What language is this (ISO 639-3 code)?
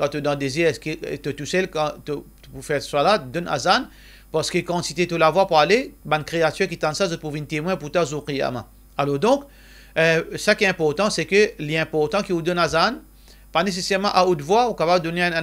mfe